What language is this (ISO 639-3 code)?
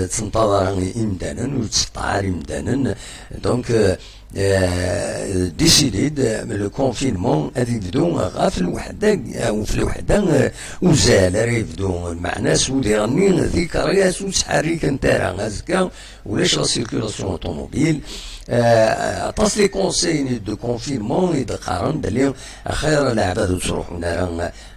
kab